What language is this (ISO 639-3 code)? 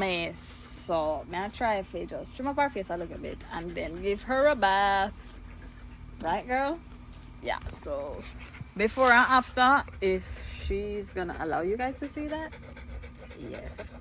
jam